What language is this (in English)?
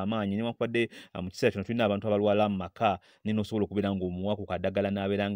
Ganda